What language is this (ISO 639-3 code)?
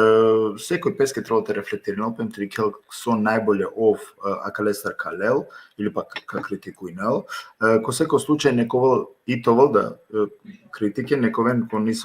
rmn